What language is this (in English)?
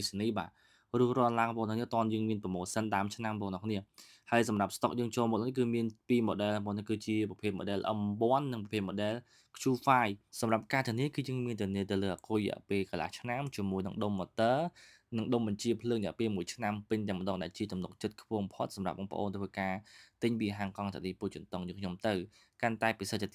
Khmer